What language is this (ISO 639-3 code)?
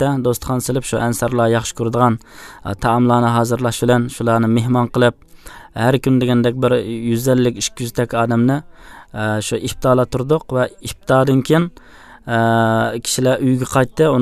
uig